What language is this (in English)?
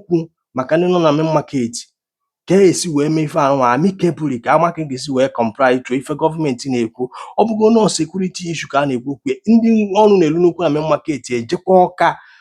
Igbo